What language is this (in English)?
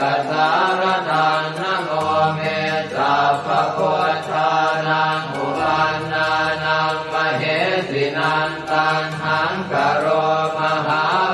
Pali